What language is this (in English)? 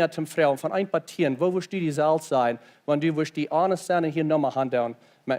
Plautdietsch